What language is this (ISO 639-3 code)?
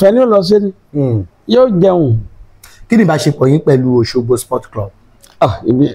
yor